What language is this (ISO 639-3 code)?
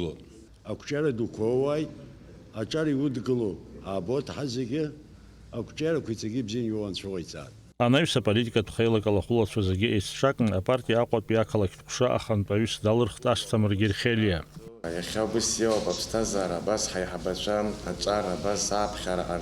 abk